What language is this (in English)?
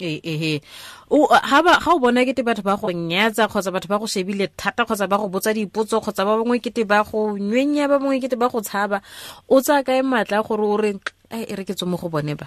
Tswana